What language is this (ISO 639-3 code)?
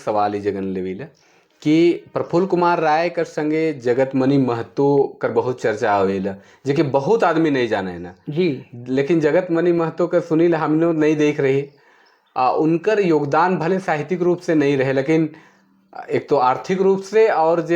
sck